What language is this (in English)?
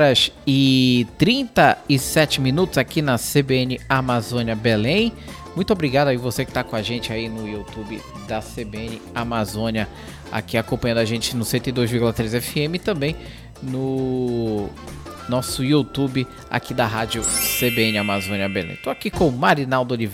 Portuguese